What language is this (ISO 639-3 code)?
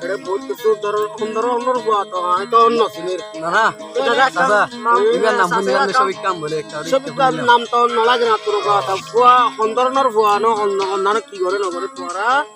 rhg